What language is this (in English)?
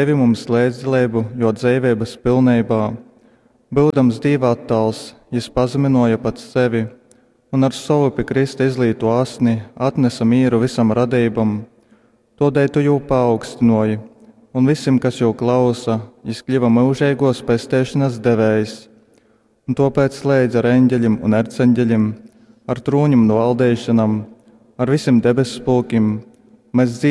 Latgalian